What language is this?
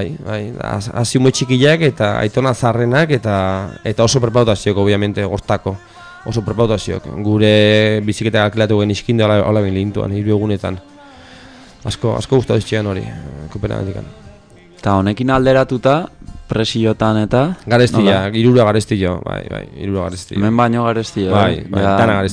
Basque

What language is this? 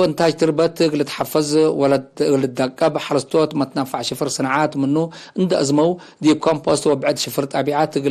Tigre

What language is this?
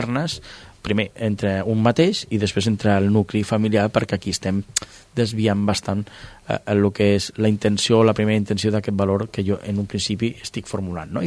Catalan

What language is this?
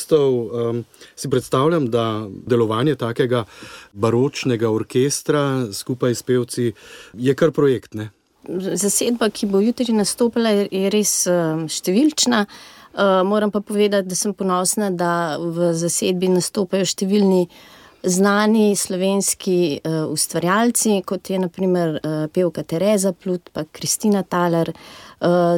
Slovenian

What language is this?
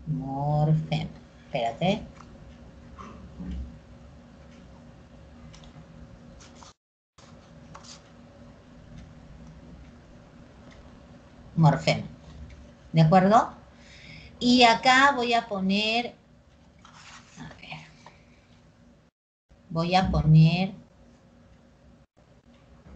Spanish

